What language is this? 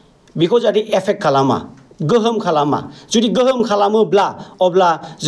Bodo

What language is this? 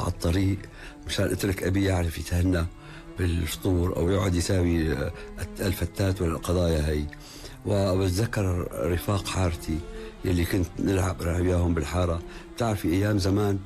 North Levantine Arabic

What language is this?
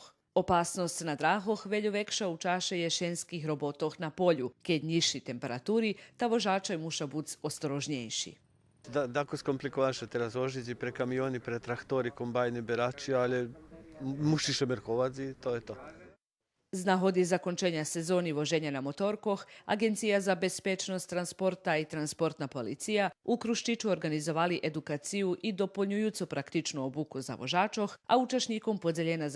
Rusyn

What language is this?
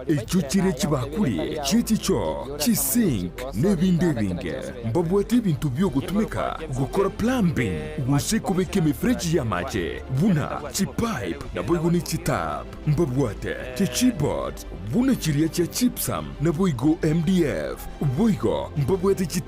Gusii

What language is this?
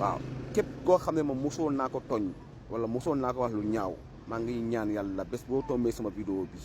Wolof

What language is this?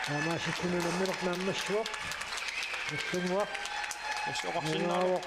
Kalaallisut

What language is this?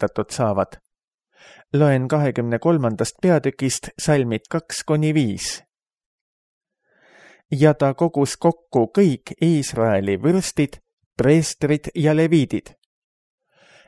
Estonian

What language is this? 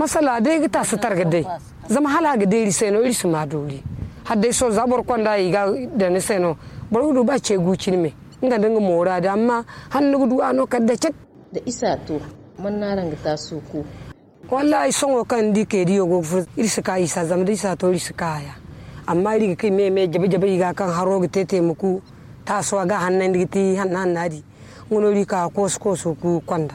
Zarma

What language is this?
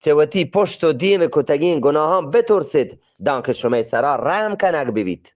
Eastern Balochi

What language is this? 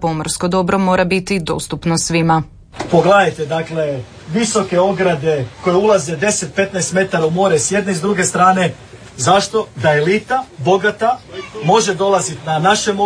Croatian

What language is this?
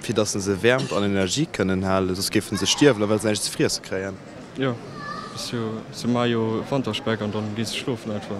Luxembourgish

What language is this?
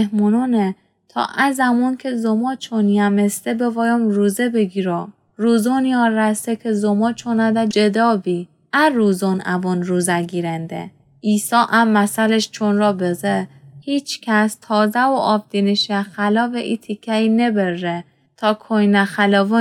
Gilaki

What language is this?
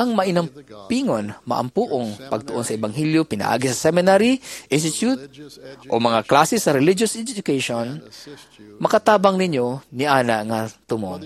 Cebuano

